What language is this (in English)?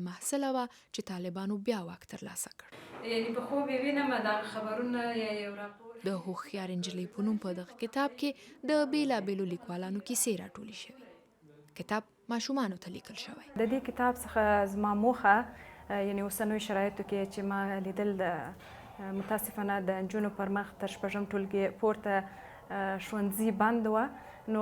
Pashto